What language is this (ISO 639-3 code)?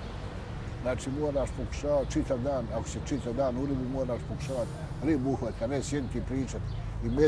bos